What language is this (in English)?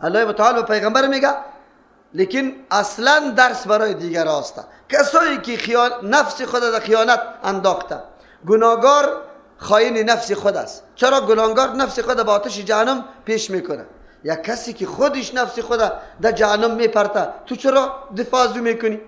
Persian